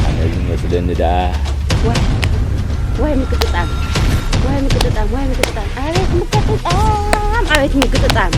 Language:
Tigrinya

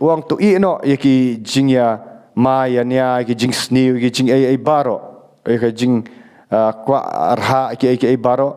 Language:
Khasi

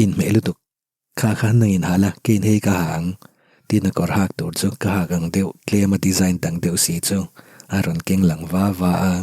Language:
Mizo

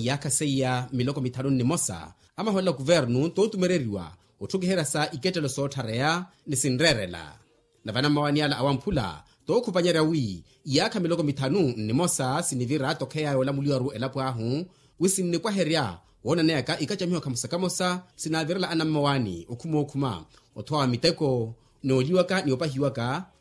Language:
Makhuwa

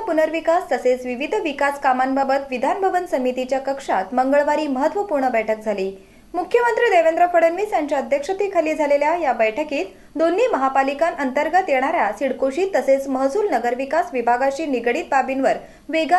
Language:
Marathi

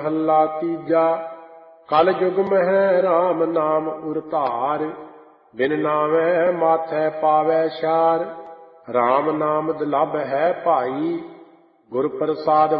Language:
Punjabi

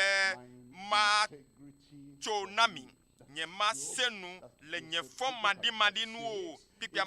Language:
Ewe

